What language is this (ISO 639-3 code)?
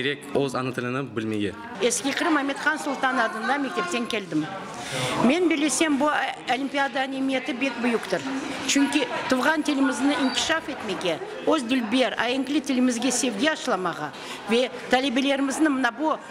crh